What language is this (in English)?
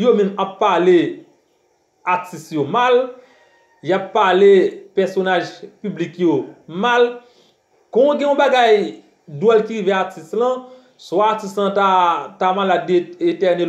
Haitian Creole